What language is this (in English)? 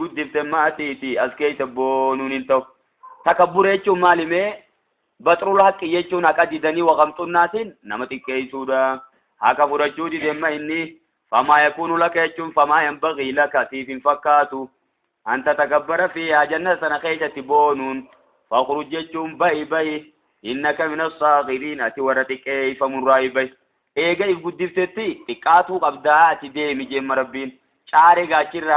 Oromo